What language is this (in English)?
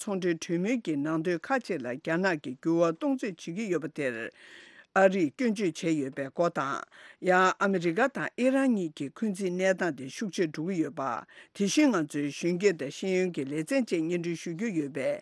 Tibetan